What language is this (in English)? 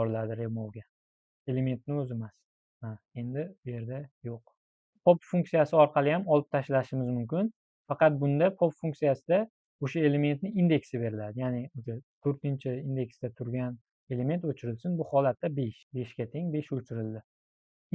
Uzbek